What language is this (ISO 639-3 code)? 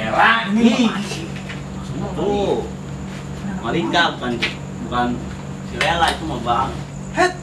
bew